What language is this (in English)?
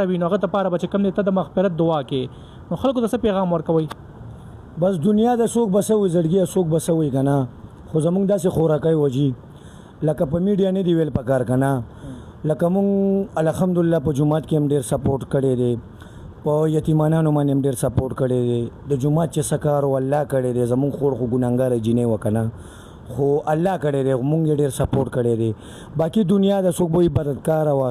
Pashto